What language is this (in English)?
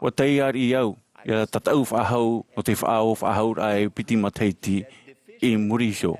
Tahitian